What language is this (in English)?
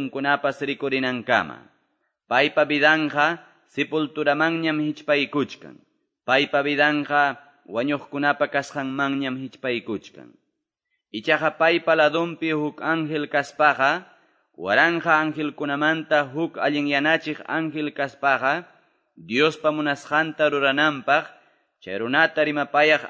Quechua